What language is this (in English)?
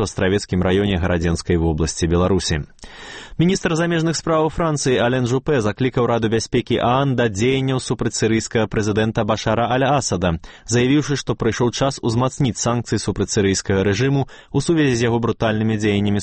Belarusian